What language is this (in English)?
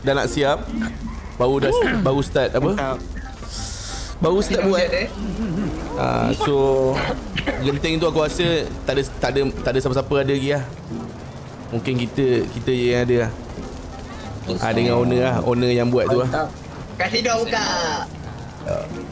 Malay